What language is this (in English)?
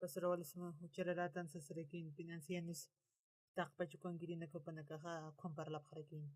Aymara